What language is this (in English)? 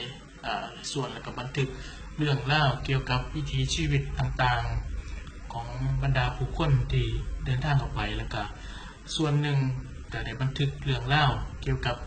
Lao